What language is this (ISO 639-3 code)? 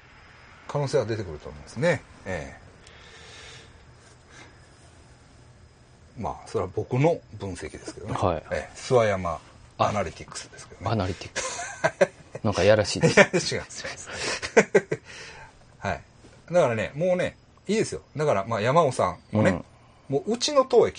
jpn